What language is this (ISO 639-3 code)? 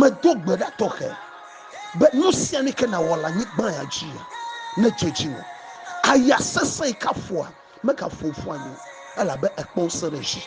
ewe